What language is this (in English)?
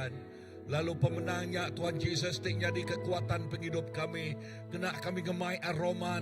Iban